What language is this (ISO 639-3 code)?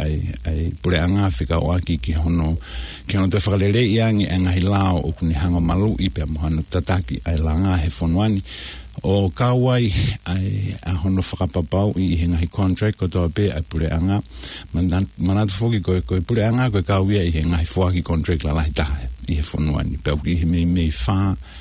ton